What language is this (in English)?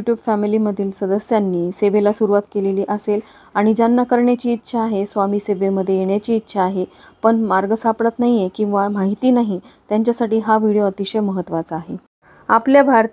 Marathi